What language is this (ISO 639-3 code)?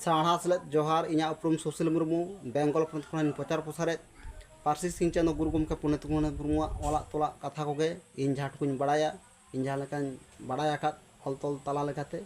sat